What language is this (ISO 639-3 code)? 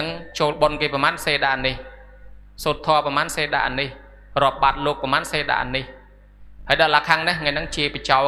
khm